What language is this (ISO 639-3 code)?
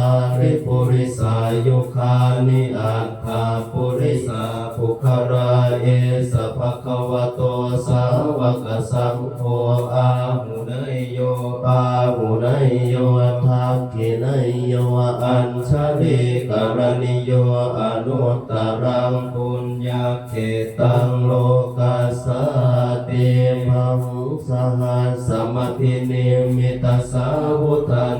pli